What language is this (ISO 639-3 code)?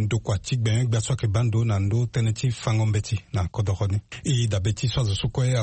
sag